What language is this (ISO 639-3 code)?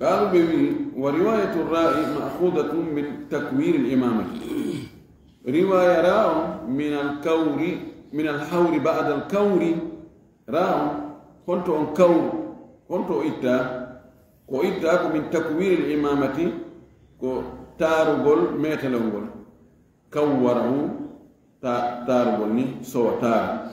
ful